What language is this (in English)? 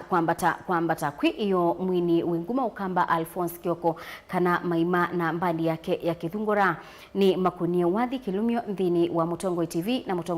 Kamba